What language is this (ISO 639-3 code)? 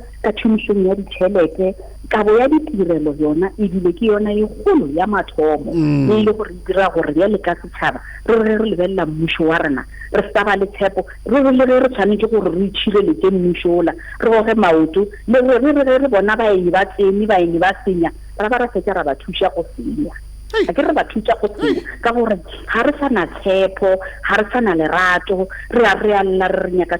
nso